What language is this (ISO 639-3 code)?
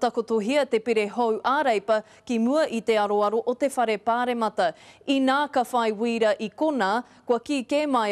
mri